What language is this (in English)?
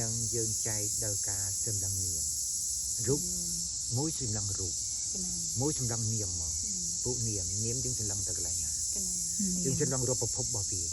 Khmer